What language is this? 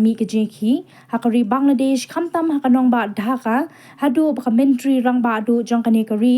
Khasi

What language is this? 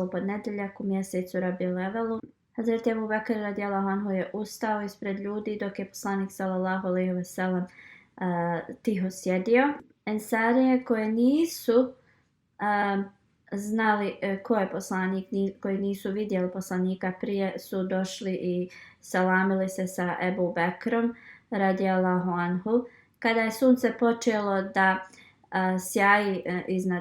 Bosnian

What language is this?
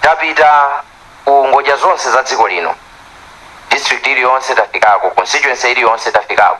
Nyanja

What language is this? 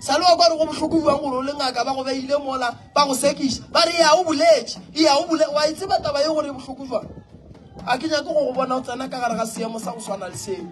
Northern Sotho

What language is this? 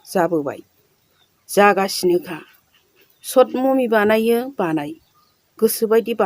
Bodo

